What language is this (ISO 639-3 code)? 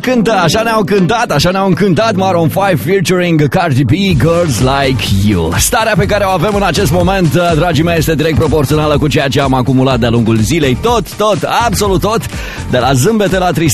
ron